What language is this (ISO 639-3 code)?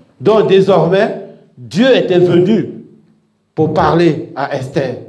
fra